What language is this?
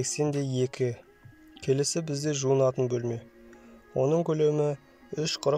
Kazakh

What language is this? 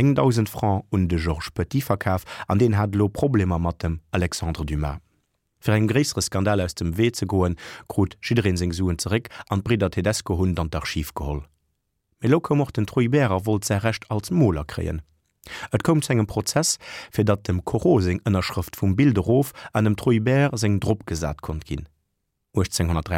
Luxembourgish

